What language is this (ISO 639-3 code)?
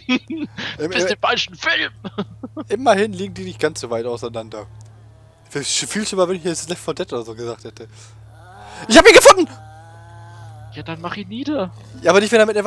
deu